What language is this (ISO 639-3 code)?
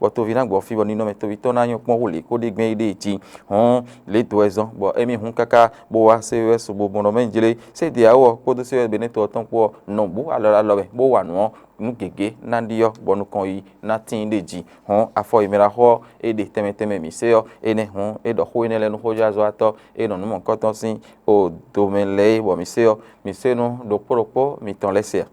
fon